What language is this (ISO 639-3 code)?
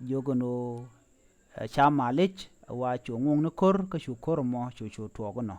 nus